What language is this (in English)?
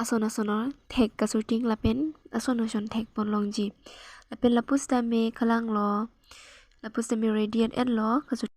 Karbi